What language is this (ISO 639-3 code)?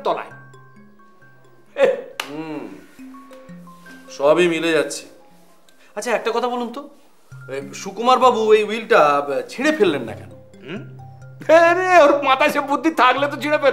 ben